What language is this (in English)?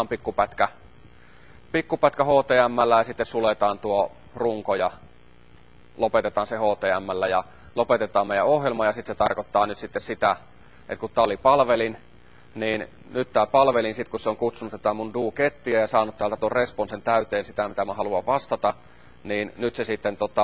Finnish